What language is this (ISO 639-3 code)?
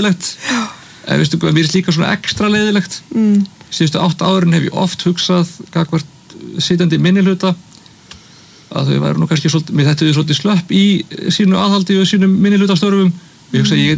isl